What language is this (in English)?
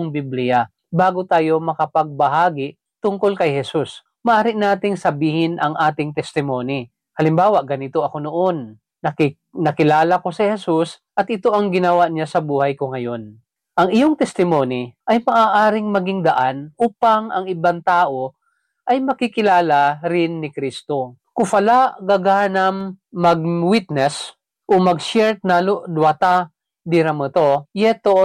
Filipino